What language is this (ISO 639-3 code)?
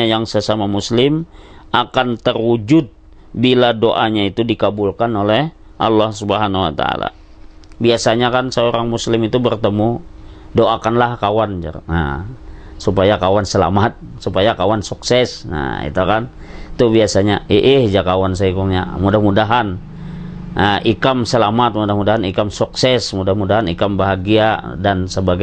bjn